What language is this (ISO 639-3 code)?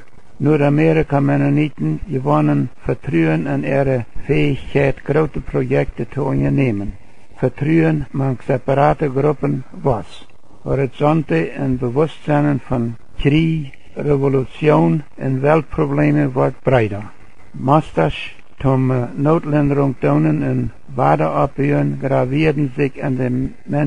pdt